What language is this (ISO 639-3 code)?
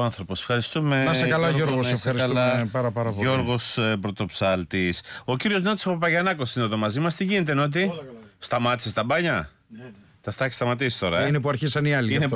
ell